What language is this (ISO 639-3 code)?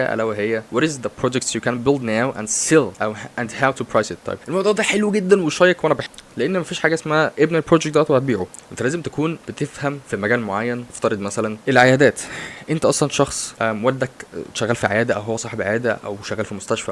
arz